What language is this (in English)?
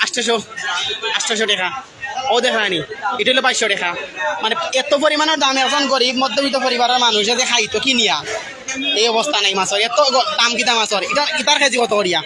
Sylheti